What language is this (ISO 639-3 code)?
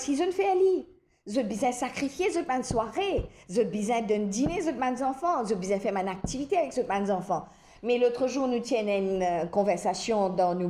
mfe